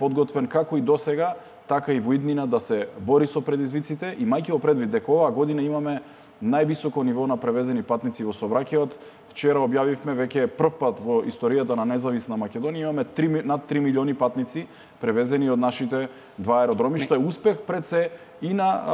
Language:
Macedonian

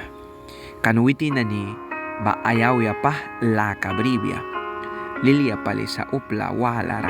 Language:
Mískito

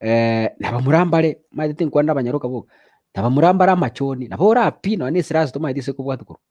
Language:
Gusii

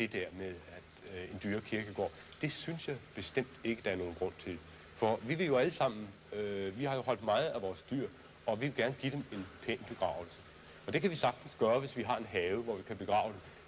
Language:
Danish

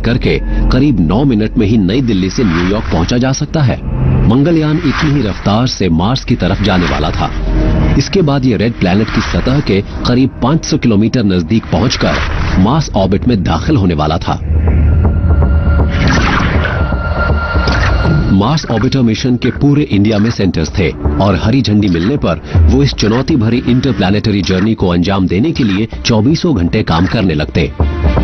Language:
Hindi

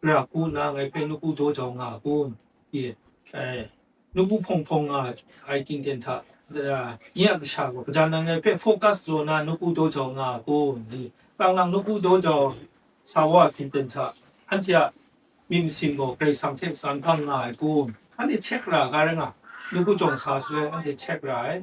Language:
Kachin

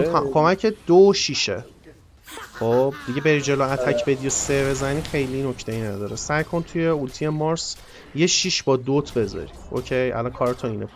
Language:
Persian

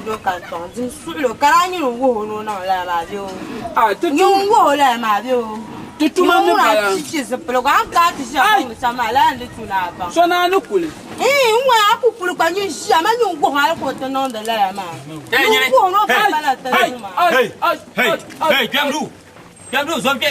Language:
Dagbani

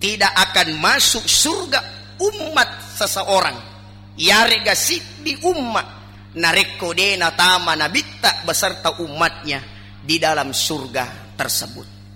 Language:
Buginese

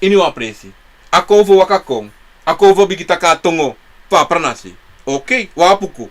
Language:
Sranan Tongo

